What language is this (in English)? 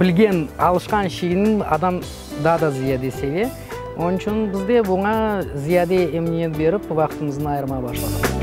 Crimean Tatar